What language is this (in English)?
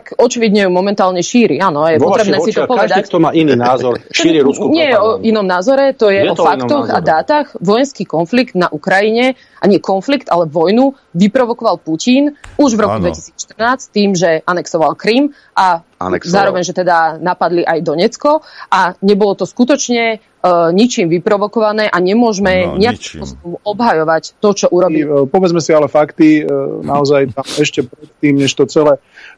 Slovak